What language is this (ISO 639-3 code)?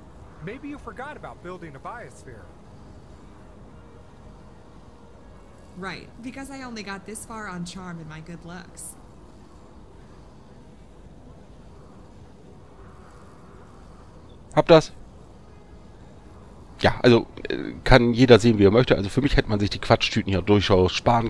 deu